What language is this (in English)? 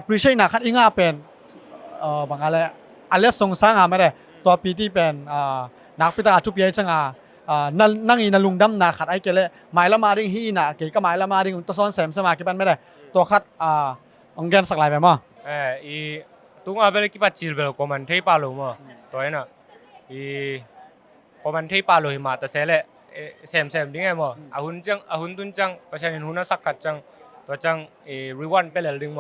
Tedim Chin